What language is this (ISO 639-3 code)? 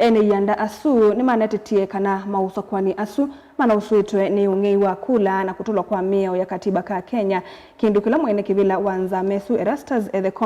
kam